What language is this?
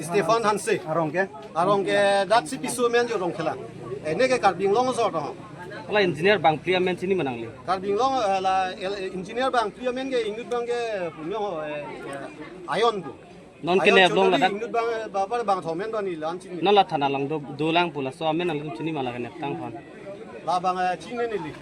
Karbi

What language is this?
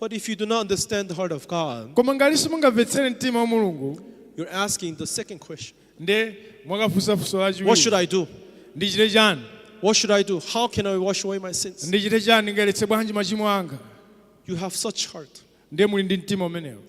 Nyanja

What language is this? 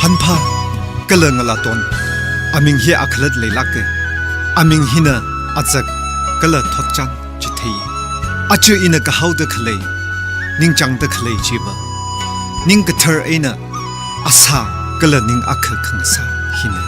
Tangkhul Naga (India)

